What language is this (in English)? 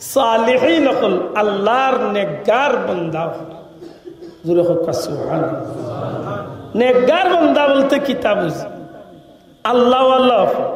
Sylheti